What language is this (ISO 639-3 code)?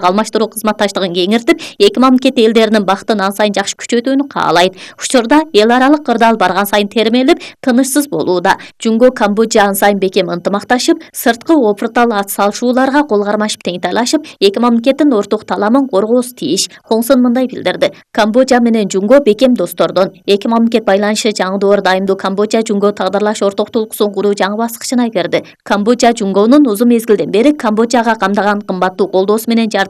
kir